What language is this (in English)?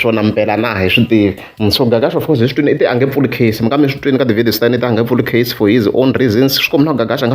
Tsonga